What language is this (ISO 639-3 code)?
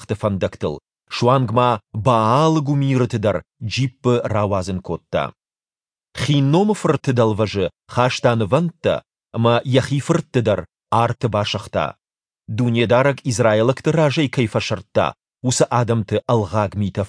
oss